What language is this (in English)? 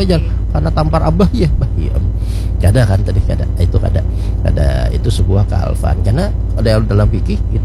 Banjar